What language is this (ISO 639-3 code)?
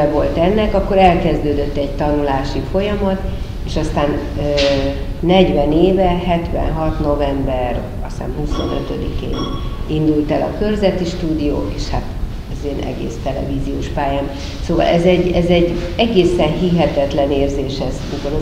hun